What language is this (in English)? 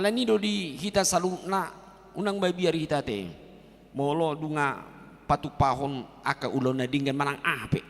Batak Toba